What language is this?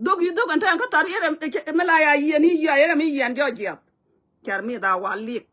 Nuer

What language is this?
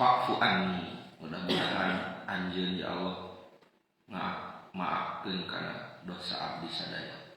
Sundanese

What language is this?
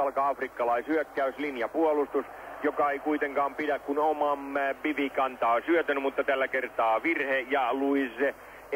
Finnish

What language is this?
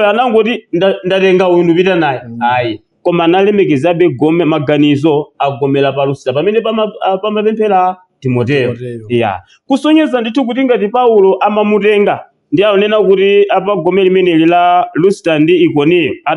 Nyanja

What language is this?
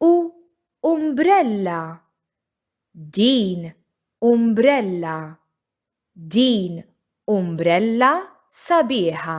Maltese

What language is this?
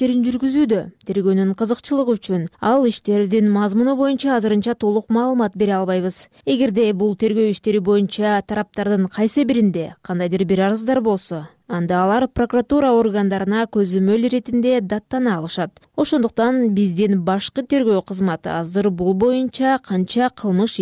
Kyrgyz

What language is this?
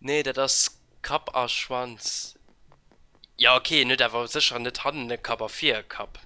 Luxembourgish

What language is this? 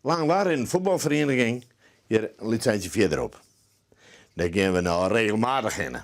Western Frisian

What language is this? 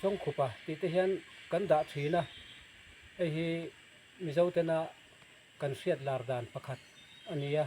Mizo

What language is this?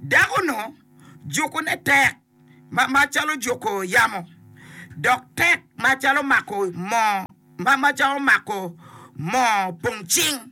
Acoli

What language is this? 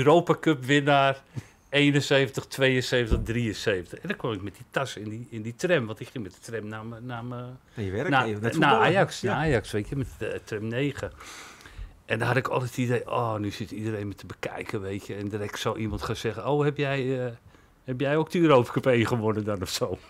Dutch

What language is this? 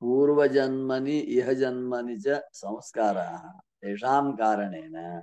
Sanskrit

